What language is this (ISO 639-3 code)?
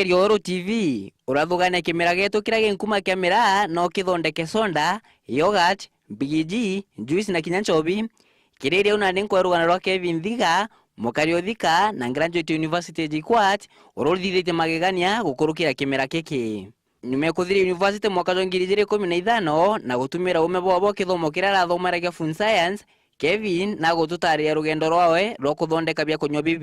mer